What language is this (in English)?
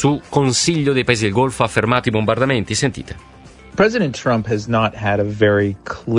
Italian